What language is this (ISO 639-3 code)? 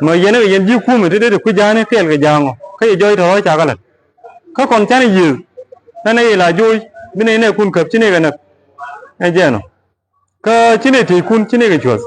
nus